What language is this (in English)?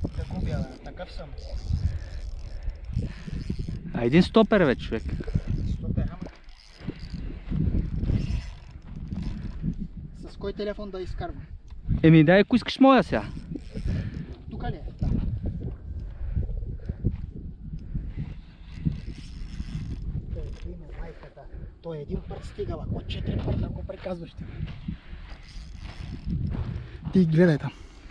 Bulgarian